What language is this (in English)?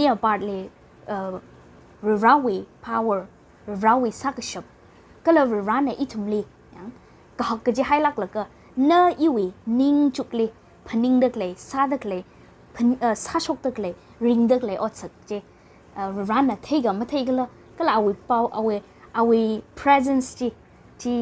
Tangkhul Naga (India)